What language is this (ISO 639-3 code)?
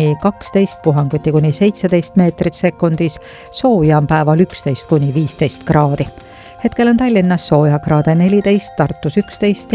est